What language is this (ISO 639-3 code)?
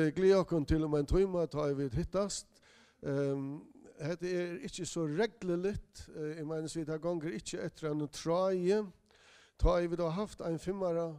fao